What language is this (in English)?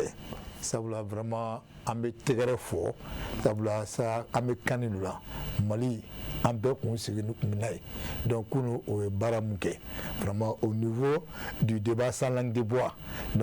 Bambara